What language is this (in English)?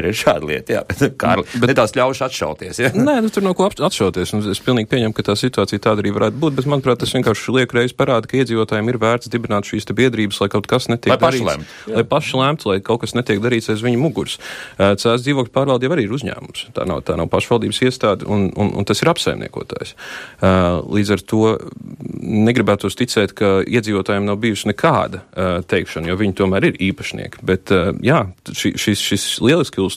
Latvian